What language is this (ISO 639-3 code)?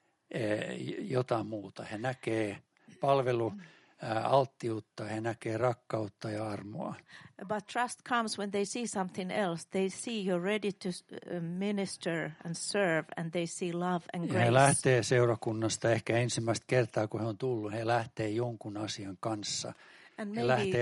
fin